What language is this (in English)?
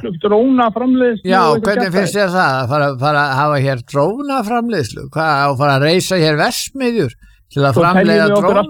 Icelandic